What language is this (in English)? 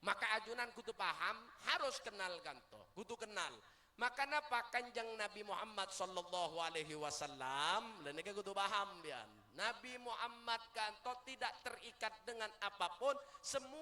Madurese